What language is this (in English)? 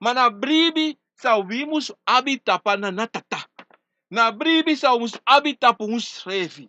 Sranan Tongo